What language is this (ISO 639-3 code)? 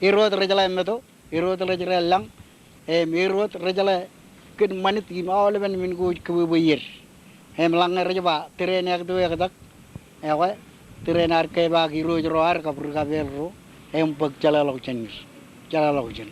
mah